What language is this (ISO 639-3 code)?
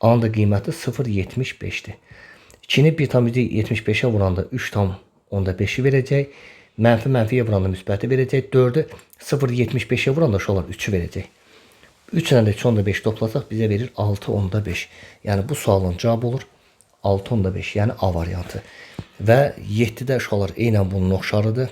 aze